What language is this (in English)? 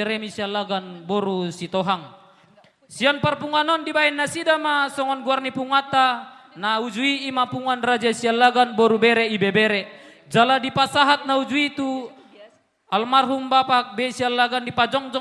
Batak Toba